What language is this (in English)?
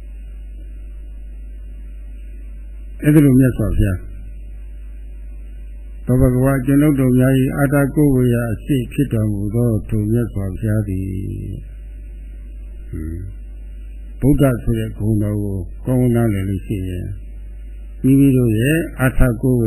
Burmese